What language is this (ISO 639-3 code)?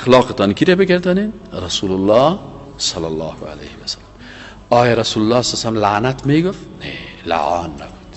fas